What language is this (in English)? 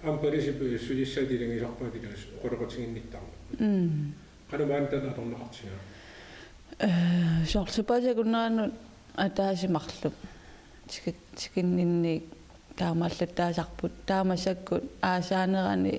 Kalaallisut